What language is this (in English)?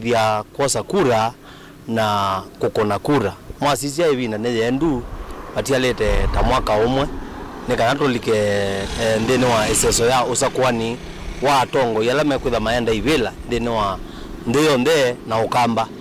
Kamba